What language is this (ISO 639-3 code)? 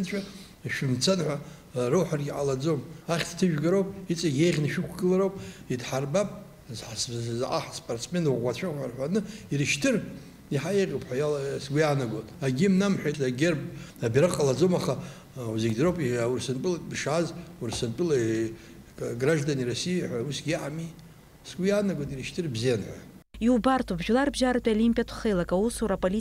abk